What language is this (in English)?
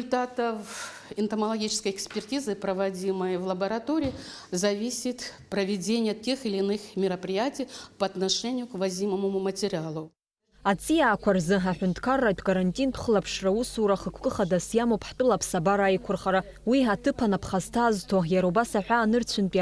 Abkhazian